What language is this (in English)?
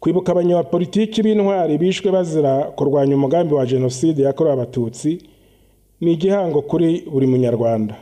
Kinyarwanda